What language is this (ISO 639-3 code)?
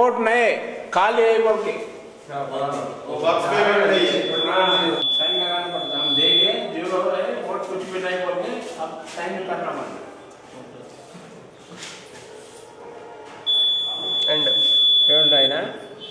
tel